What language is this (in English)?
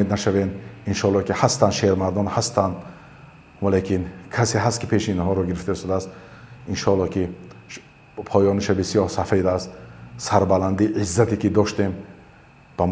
Tajik